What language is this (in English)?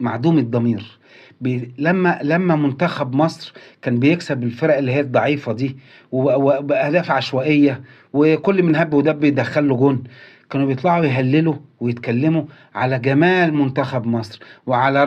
Egyptian Arabic